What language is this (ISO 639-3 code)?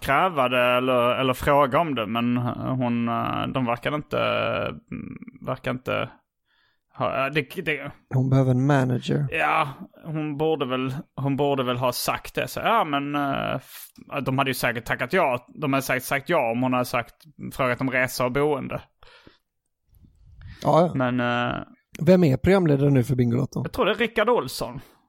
swe